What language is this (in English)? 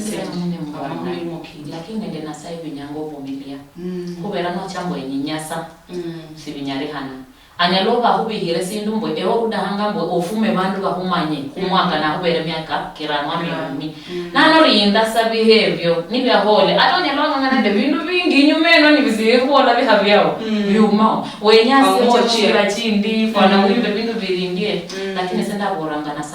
Luyia